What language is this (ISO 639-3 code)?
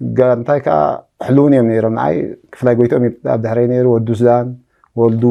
tir